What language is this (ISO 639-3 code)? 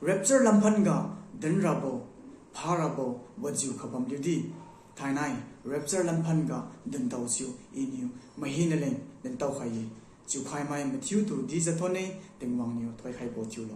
njn